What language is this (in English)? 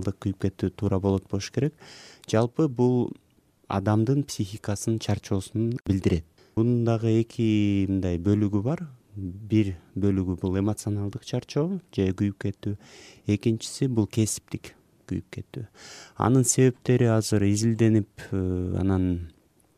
Kyrgyz